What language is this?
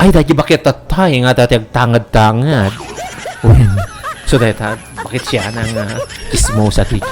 Iloko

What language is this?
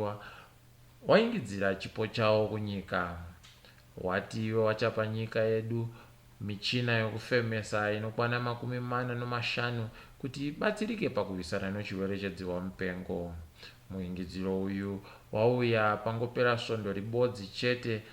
Ndau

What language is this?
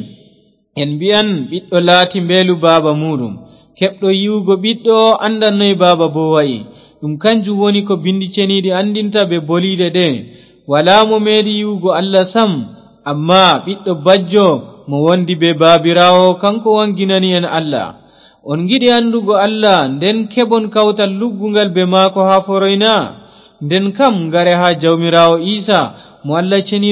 Fula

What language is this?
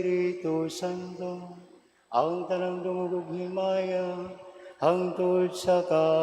Cebuano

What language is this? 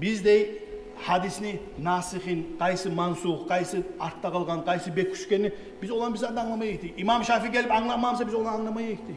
Kumyk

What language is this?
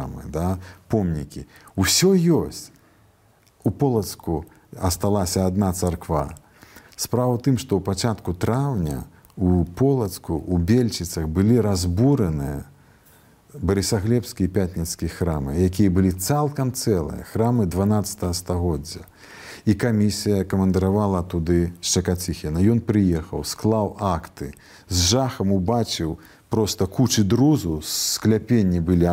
Belarusian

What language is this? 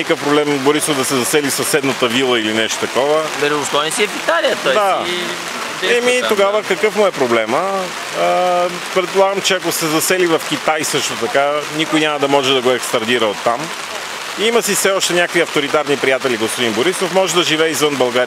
Bulgarian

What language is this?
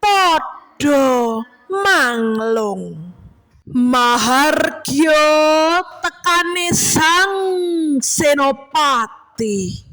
Javanese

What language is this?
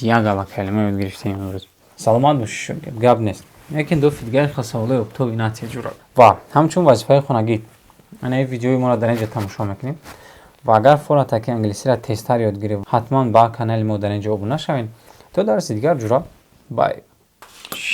Tajik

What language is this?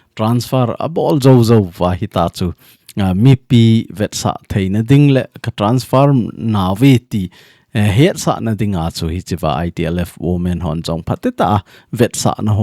Thado Chin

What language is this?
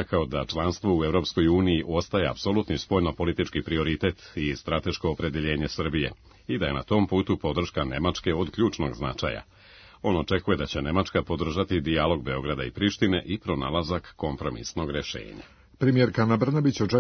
Serbian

